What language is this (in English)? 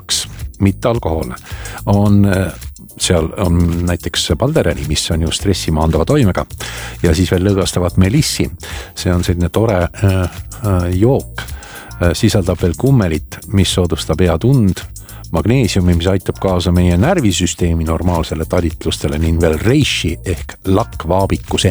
Estonian